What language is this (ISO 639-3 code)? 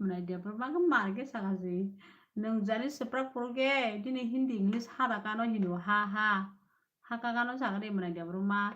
trp